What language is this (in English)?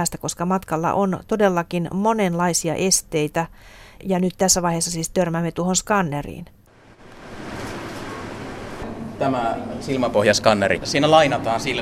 Finnish